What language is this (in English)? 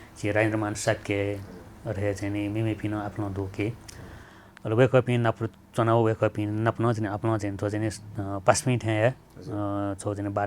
Newari